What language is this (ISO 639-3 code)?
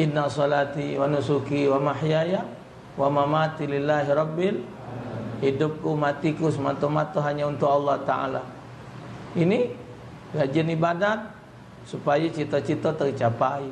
mui